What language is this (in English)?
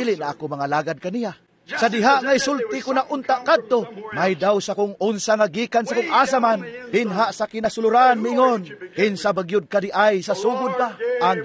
Cebuano